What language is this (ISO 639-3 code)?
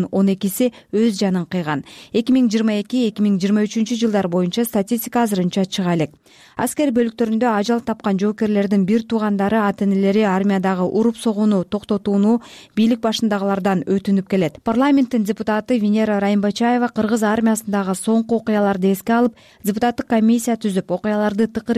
kir